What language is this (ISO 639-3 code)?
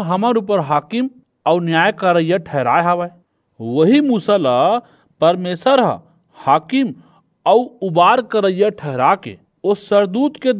hne